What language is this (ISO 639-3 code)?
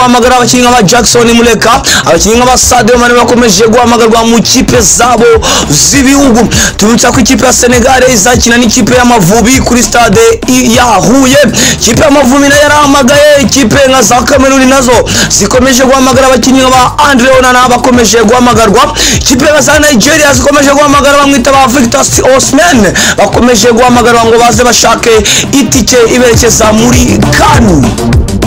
kin